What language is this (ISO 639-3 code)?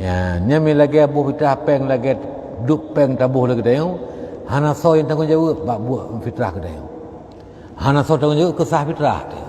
ace